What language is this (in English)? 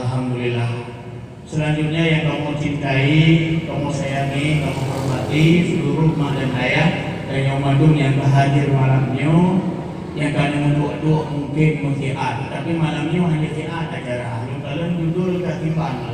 Achinese